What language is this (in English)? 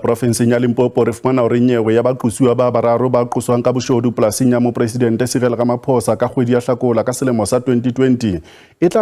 Southern Sotho